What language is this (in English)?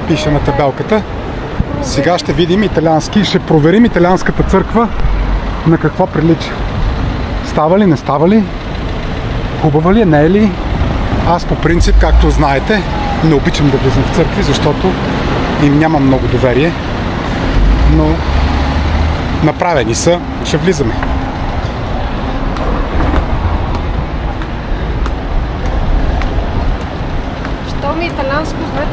Bulgarian